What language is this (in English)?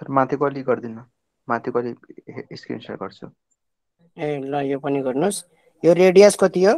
Nepali